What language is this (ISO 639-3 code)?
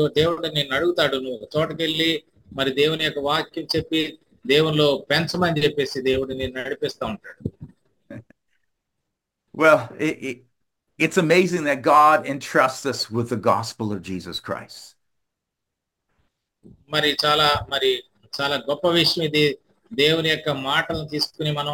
tel